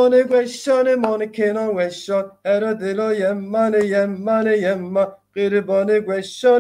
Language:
Zaza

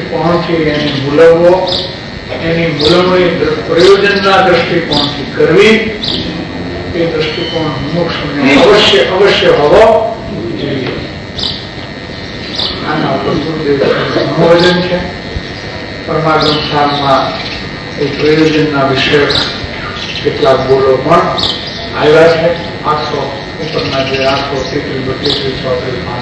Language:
Gujarati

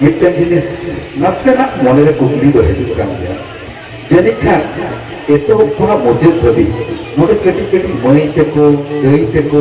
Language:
Santali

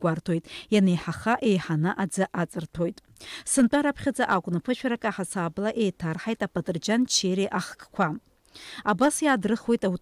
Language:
Abkhazian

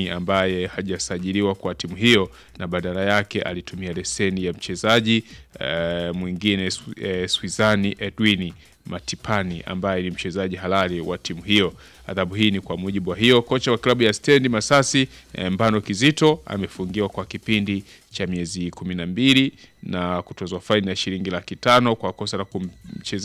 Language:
Swahili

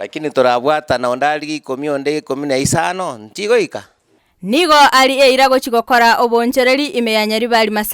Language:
Gusii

